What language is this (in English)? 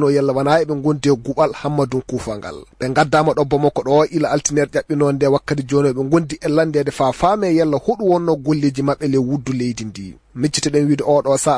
Maasina Fulfulde